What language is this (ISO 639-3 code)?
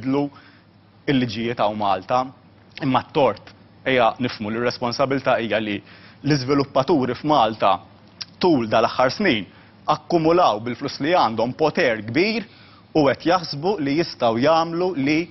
mlt